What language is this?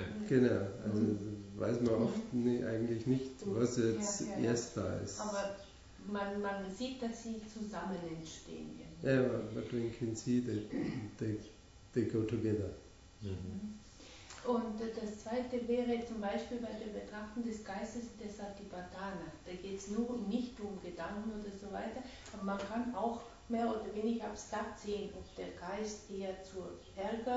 German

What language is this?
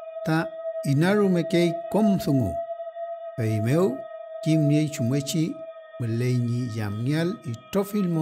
Mapuche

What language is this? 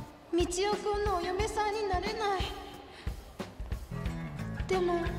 Japanese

